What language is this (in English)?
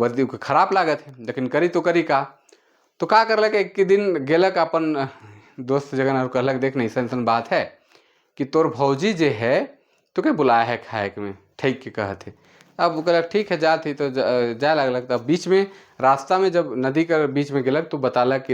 Sadri